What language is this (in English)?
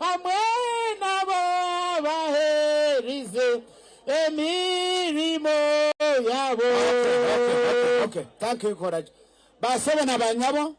Nyankole